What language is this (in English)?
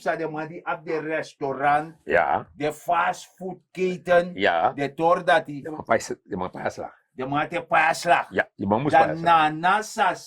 Sranan Tongo